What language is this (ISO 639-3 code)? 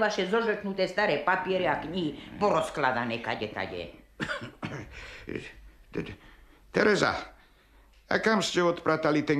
slk